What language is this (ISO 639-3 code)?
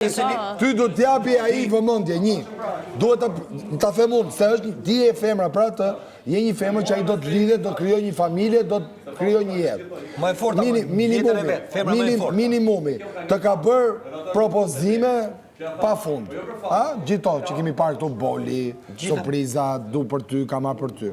sqi